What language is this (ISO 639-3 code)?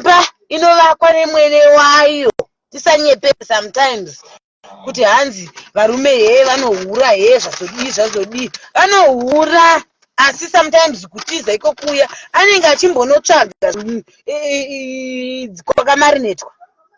sna